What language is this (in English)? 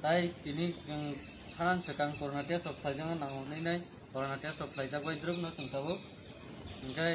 Kok Borok